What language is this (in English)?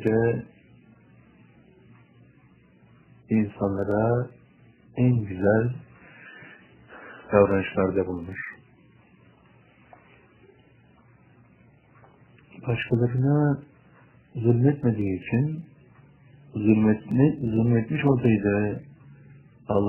Turkish